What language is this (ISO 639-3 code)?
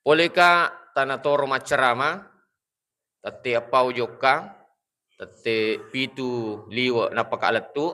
bug